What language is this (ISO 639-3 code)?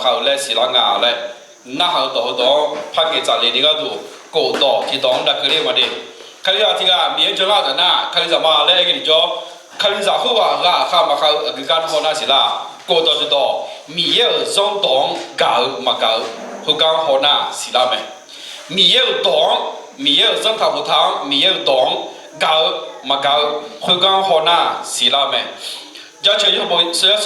ahk